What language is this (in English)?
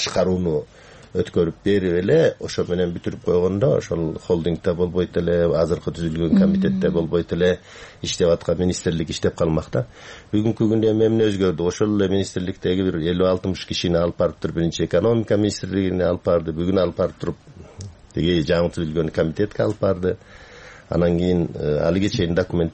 Kyrgyz